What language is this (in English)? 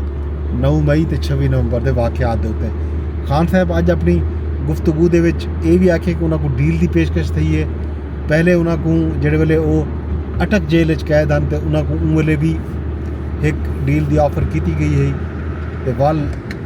Saraiki